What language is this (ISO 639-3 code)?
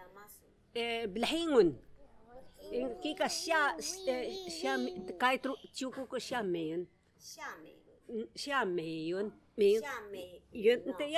trv